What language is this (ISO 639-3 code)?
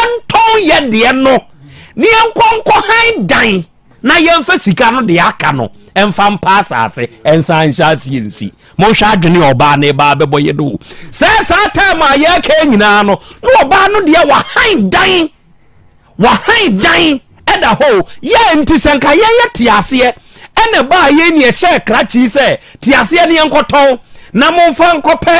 aka